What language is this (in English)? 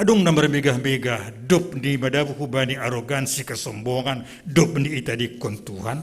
Batak Simalungun